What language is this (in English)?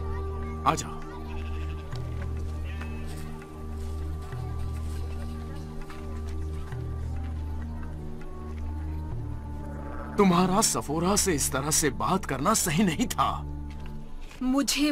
Hindi